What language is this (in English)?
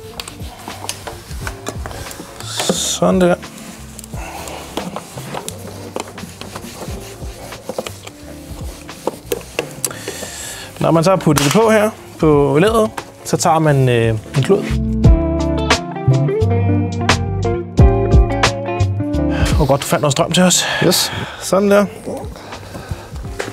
Danish